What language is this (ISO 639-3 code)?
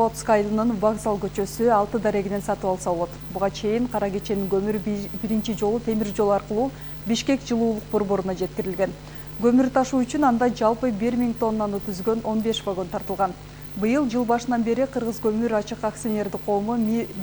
kir